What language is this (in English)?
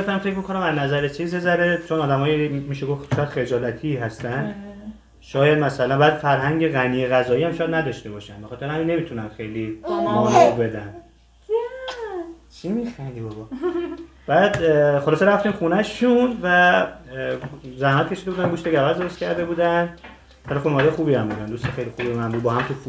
Persian